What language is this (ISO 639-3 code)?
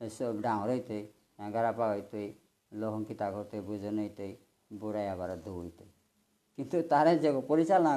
bpy